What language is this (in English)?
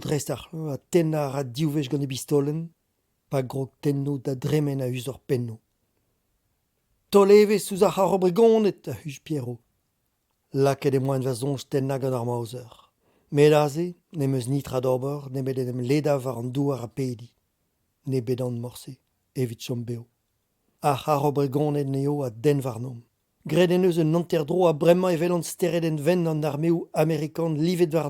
Breton